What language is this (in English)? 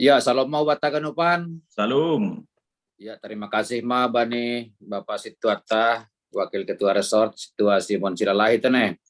Batak Simalungun